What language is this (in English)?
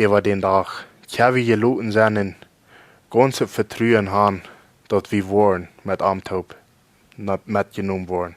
Plautdietsch